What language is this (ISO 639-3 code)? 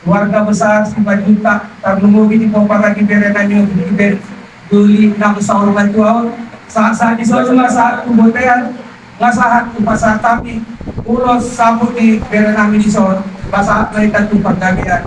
bbc